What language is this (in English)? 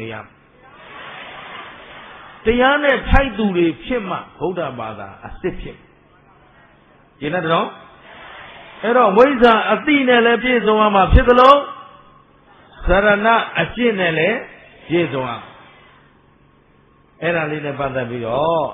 Burmese